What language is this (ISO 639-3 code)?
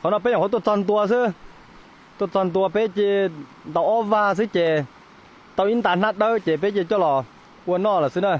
hmn